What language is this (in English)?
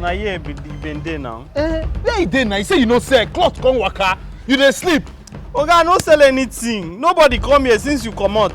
Nigerian Pidgin